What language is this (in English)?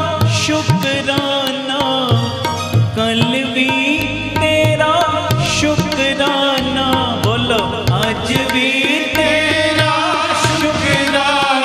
Punjabi